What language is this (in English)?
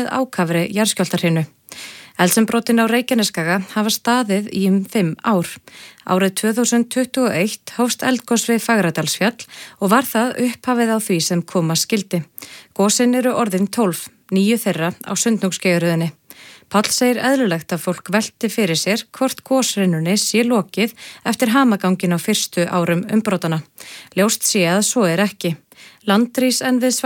Icelandic